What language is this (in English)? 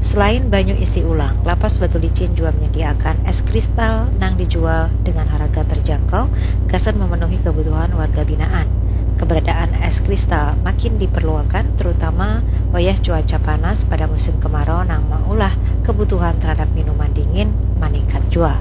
Banjar